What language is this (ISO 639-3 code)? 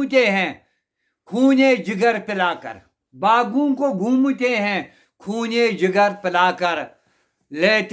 kas